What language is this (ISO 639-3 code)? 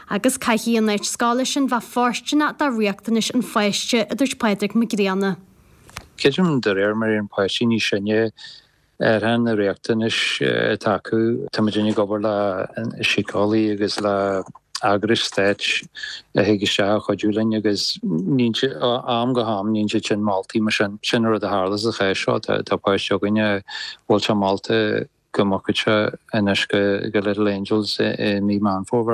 gle